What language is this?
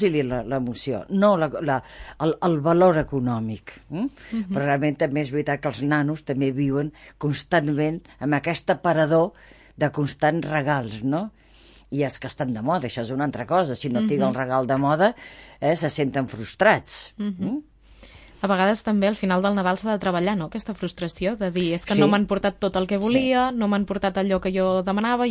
Catalan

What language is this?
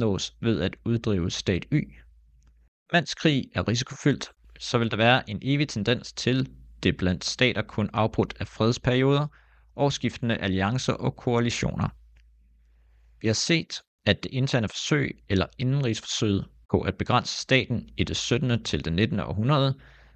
Danish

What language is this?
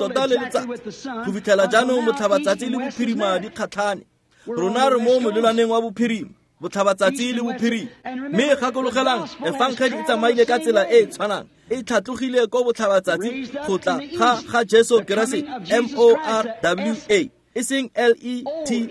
Tswana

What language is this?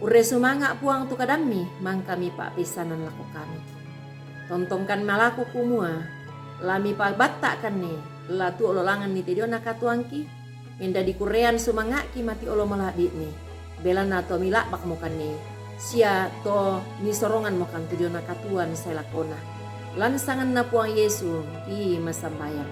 Toraja-Sa'dan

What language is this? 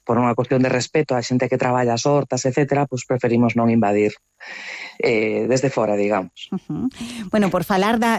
Galician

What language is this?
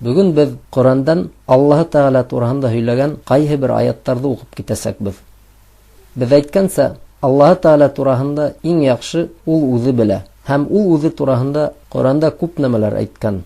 Bashkir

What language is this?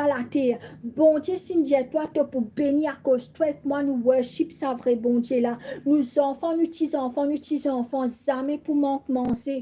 Morisyen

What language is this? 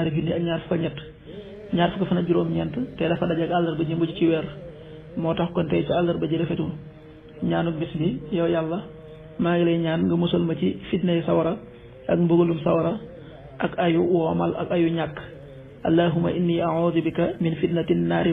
Wolof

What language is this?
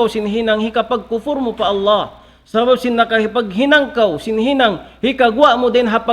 Tausug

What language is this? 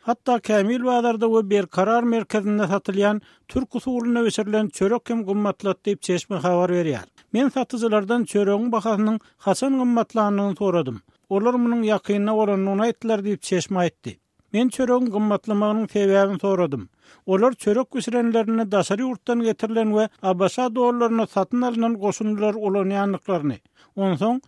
Turkmen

